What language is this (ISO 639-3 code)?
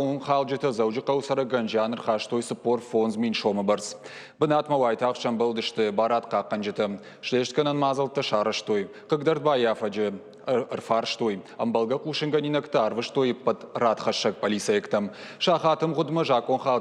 oss